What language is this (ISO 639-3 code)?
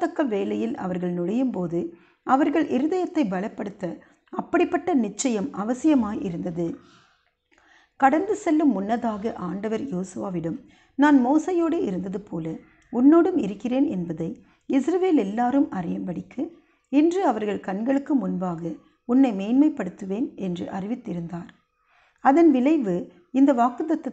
tam